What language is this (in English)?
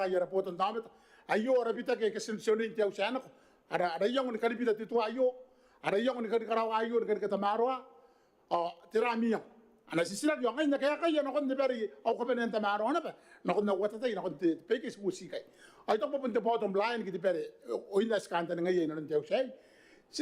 Gilbertese